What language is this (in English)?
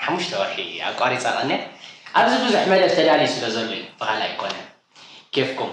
Tigrinya